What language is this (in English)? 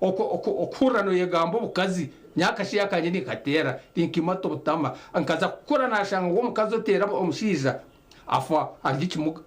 Nyankole